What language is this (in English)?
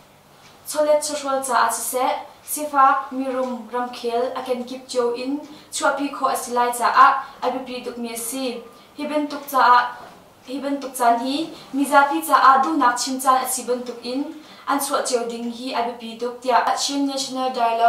Hakha Chin